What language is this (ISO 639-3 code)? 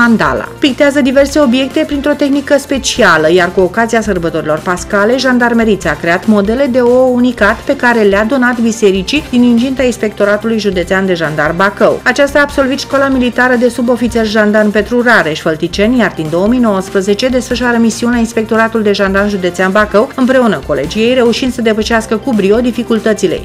ron